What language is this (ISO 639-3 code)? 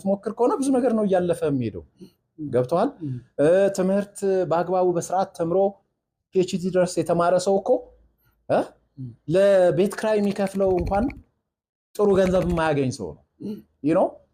amh